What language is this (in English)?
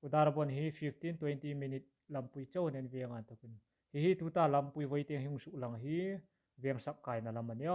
Hmar